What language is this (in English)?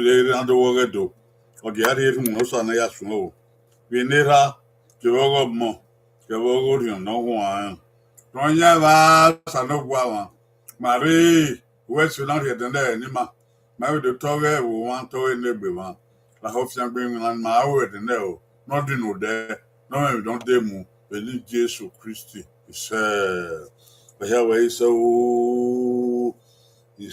Bini